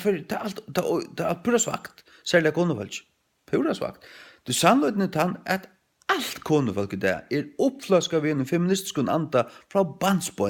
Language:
Faroese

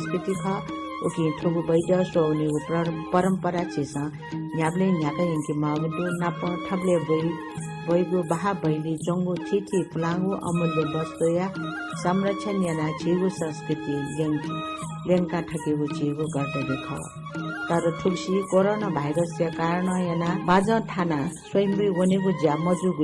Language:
Newari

